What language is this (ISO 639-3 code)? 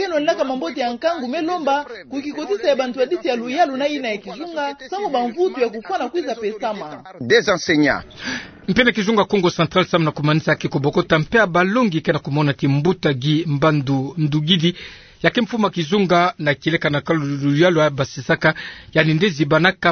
ktu